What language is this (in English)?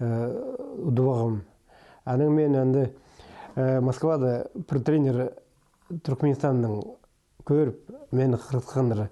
Khakas